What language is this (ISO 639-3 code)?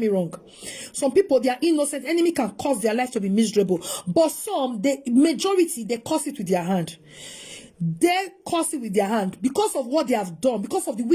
pcm